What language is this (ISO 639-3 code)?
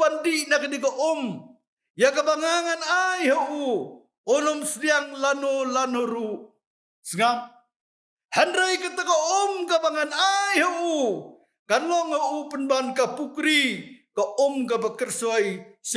kha